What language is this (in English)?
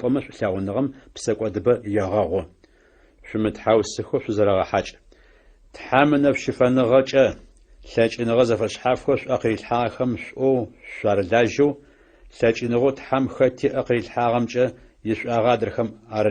Adyghe